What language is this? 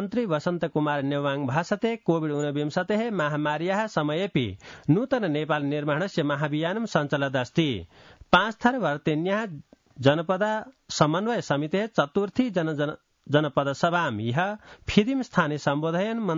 Sanskrit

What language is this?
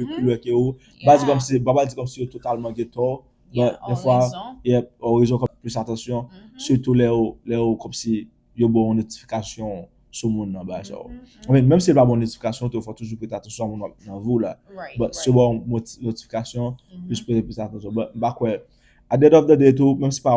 Haitian Creole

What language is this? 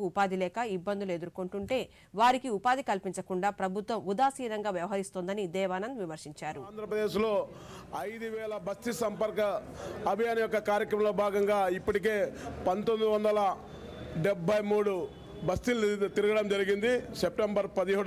Telugu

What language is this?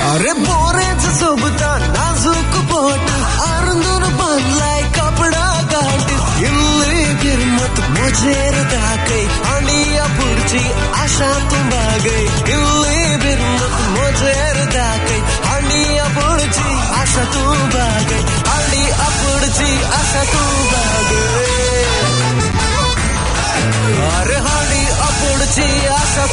Marathi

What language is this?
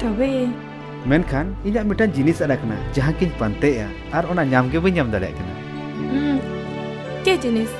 Santali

